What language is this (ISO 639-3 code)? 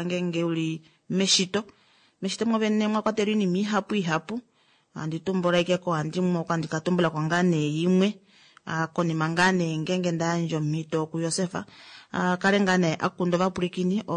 kua